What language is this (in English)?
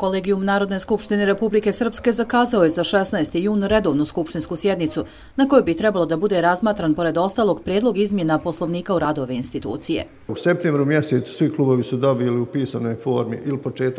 Bosnian